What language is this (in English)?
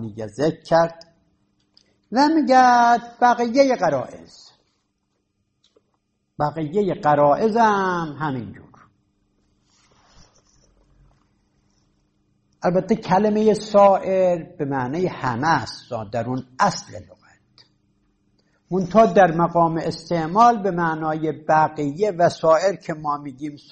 Persian